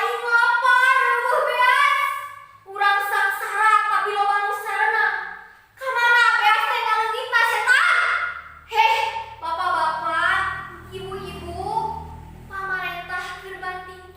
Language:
Sundanese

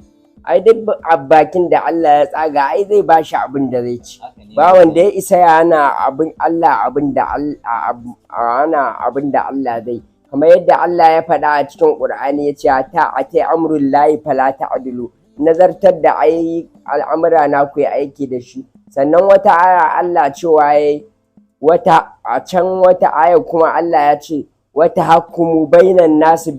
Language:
Hausa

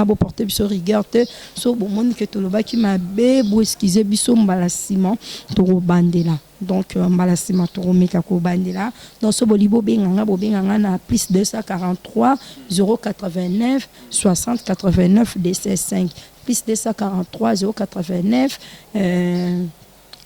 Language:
Lingala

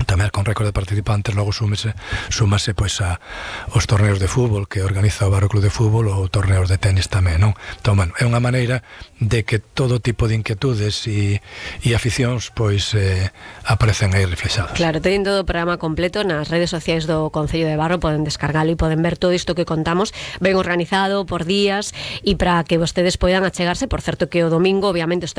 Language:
Galician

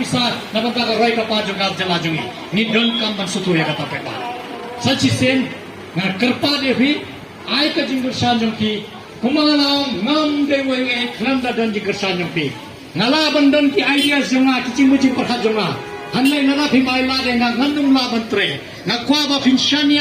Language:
Khasi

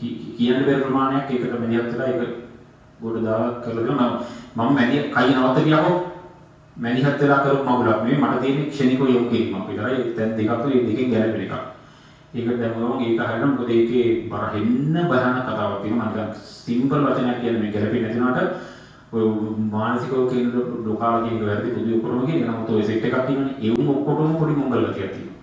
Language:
Sinhala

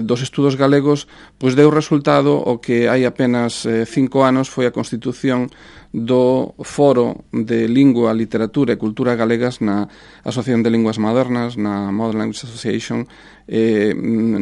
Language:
Galician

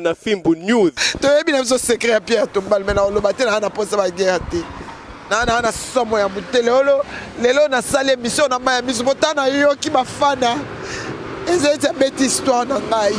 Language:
Lingala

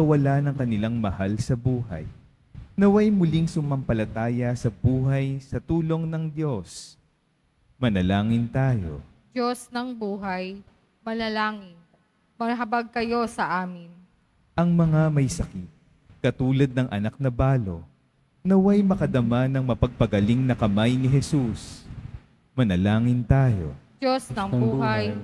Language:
Filipino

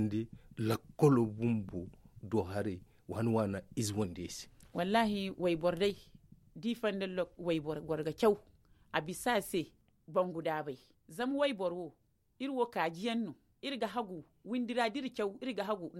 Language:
Zarma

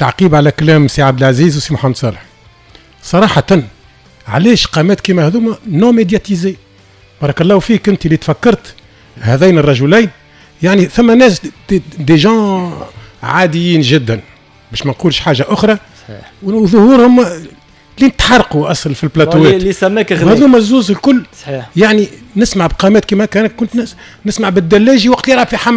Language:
Tunisian Arabic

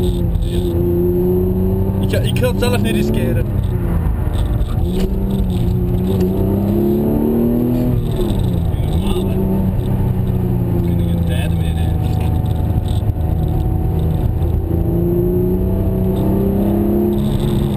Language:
Dutch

